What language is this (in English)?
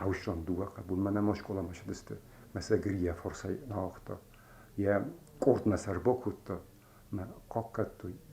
Ossetic